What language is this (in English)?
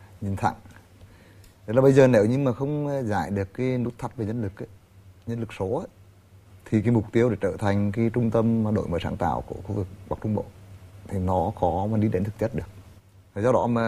Vietnamese